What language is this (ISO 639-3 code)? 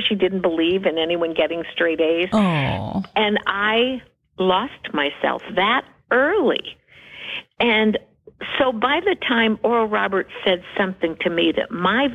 eng